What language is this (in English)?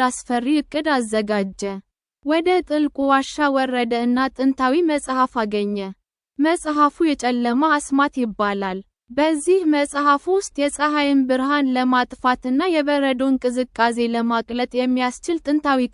Amharic